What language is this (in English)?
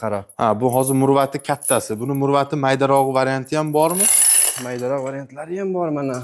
Uzbek